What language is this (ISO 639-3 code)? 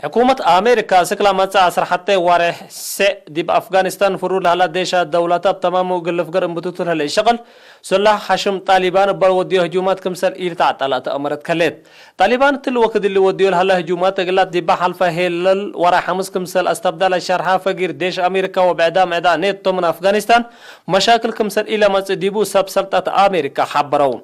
tig